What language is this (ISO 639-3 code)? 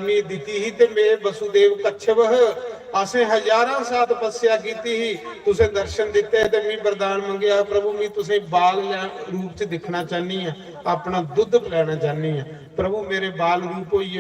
doi